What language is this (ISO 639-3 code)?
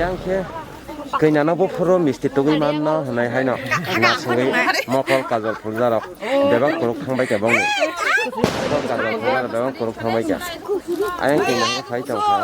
trp